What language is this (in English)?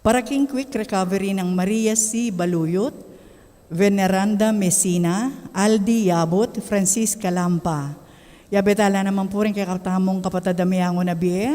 Pampanga